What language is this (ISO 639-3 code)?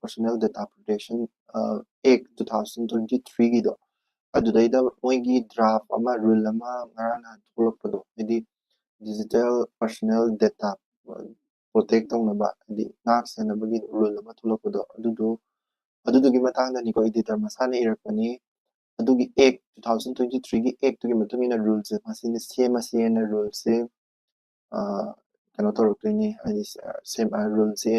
mni